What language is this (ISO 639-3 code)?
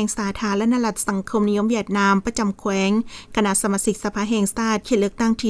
lao